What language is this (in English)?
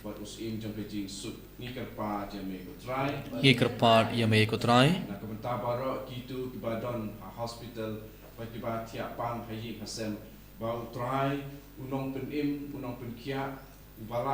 Khasi